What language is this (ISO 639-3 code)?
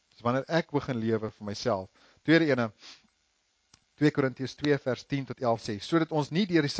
afr